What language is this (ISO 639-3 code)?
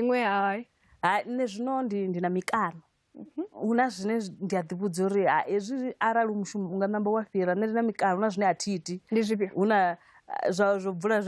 ven